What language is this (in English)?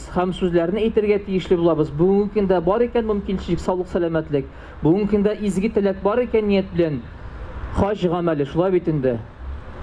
Tatar